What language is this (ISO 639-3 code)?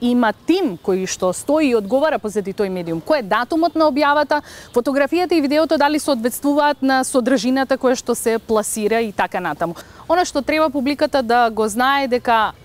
mkd